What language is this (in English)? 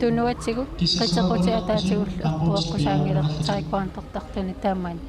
Kalaallisut